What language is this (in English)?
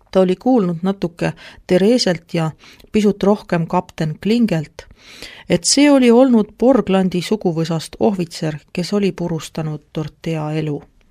Estonian